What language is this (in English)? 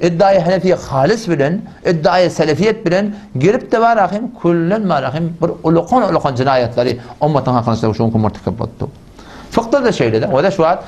Turkmen